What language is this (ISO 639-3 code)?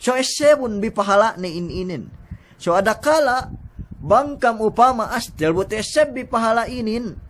yka